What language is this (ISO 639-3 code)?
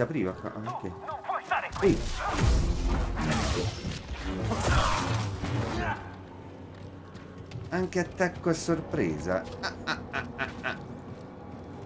ita